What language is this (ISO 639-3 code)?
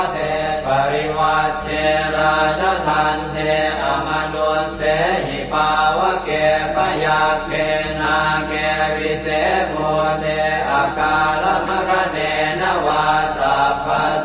pli